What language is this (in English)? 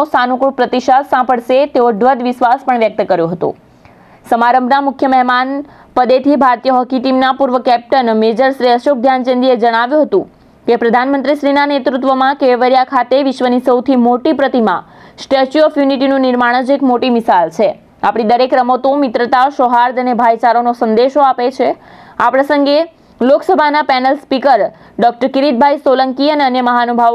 Gujarati